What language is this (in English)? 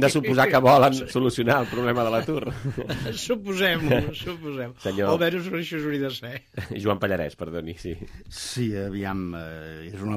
Catalan